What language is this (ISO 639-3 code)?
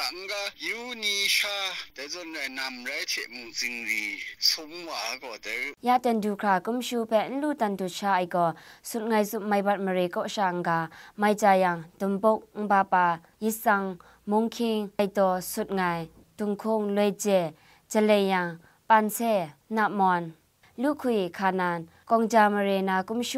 kac